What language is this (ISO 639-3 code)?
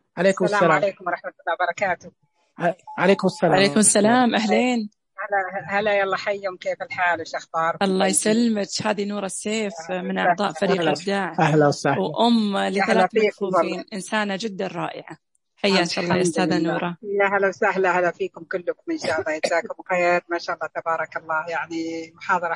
ars